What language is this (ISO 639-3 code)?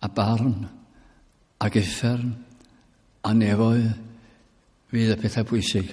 cym